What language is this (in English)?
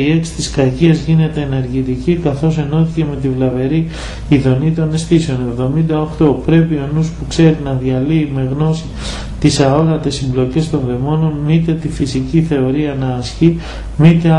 Greek